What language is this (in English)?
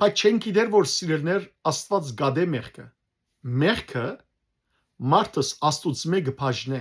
Western Armenian